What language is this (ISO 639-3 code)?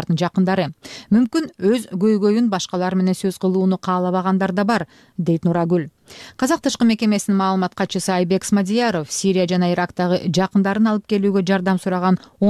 kir